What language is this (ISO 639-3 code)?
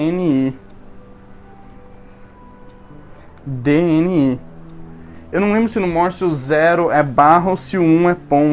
por